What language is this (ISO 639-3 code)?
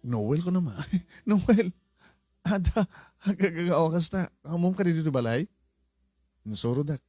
ilo